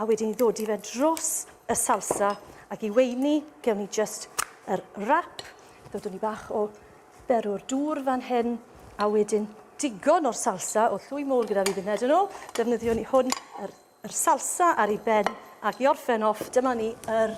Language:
Welsh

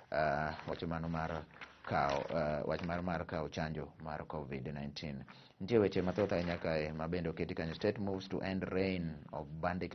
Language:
Luo (Kenya and Tanzania)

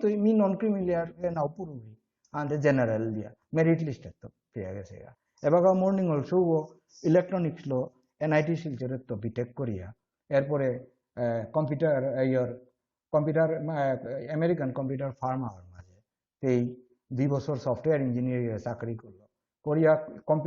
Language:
Bishnupriya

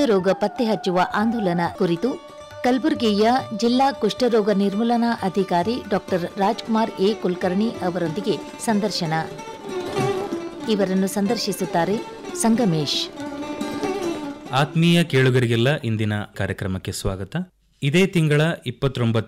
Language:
Kannada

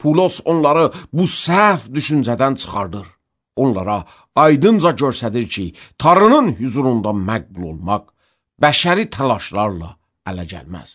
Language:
Azerbaijani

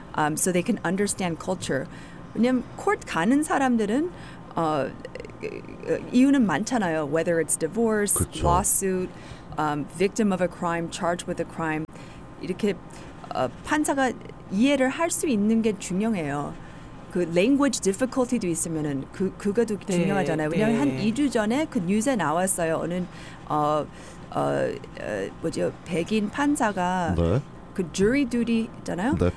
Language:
Korean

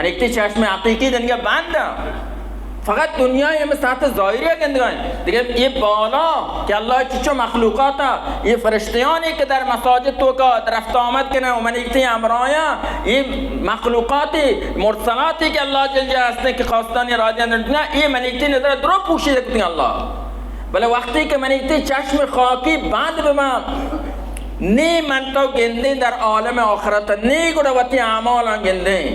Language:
Baluchi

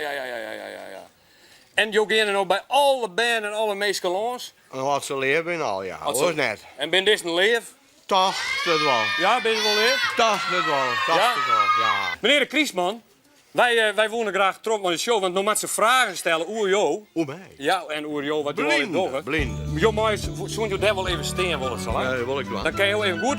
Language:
Western Frisian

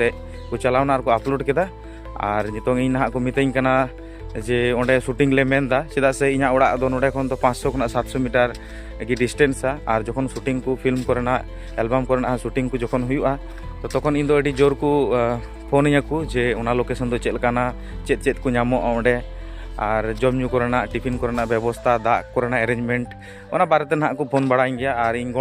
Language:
Santali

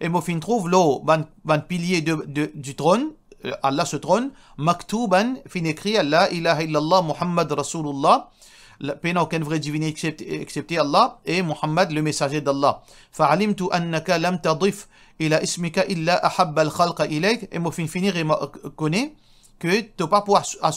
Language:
Morisyen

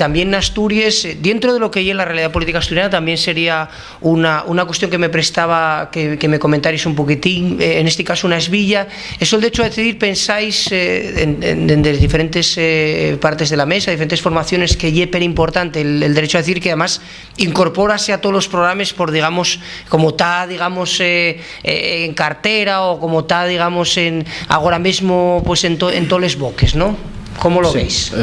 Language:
Asturian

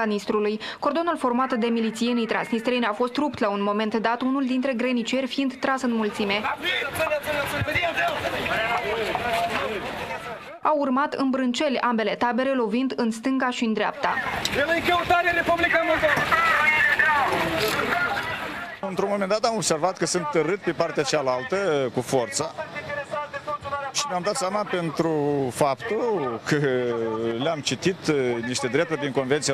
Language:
Romanian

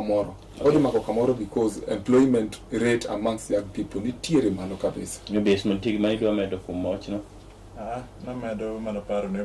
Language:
Luo (Kenya and Tanzania)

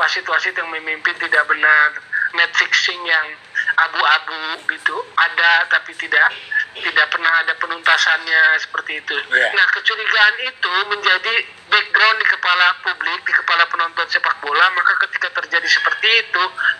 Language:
Indonesian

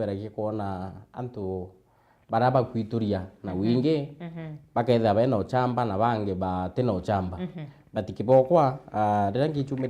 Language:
Meru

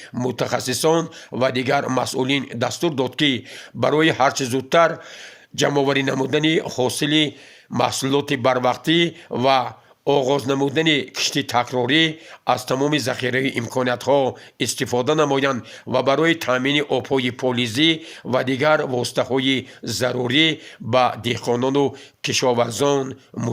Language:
Tajik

